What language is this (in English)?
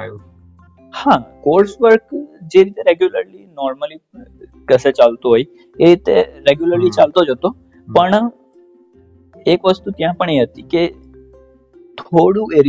Gujarati